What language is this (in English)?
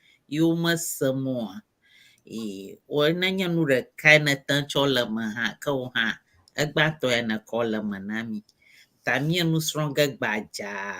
Ewe